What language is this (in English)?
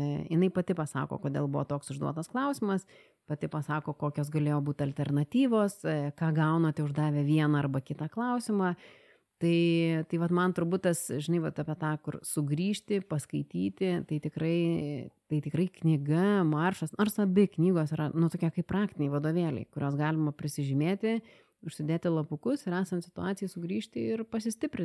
Lithuanian